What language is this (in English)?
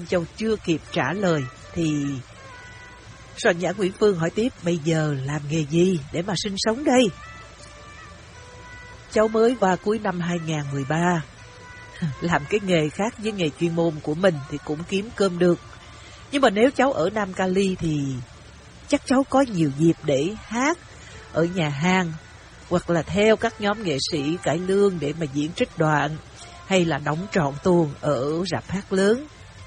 Vietnamese